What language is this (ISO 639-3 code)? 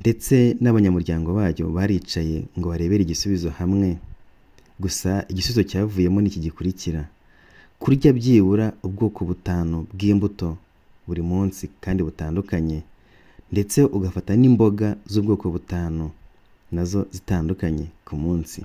kin